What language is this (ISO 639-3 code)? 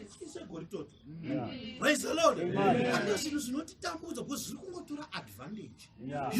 sna